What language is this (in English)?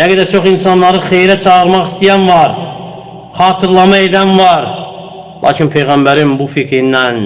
Azerbaijani